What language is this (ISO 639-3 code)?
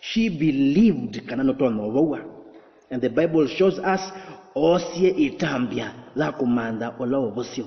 kam